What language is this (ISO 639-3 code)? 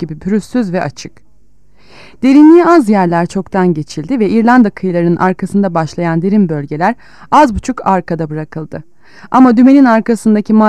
tur